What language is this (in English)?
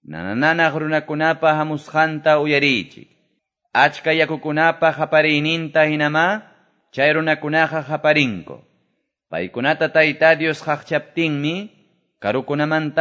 Quechua